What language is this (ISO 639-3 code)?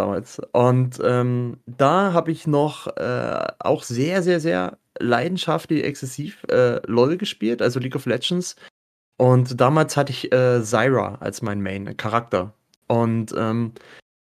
deu